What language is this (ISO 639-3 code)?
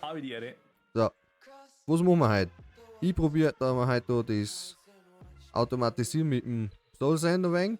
bar